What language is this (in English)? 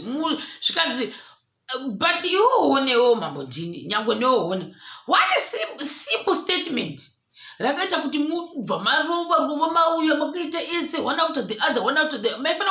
Shona